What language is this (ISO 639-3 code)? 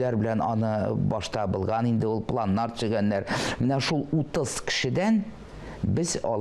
tat